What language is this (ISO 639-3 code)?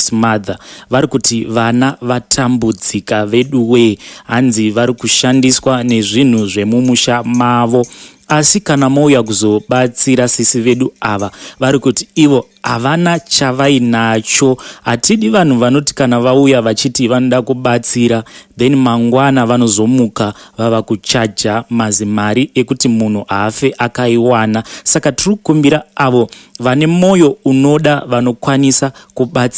sna